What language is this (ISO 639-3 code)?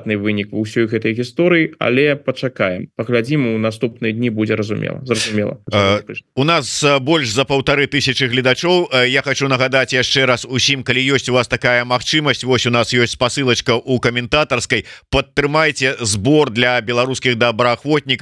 bel